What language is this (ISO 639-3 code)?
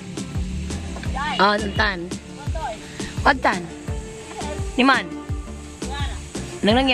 fil